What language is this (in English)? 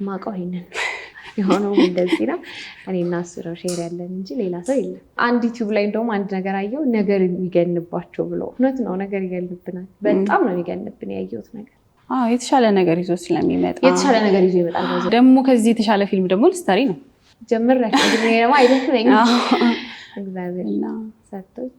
Amharic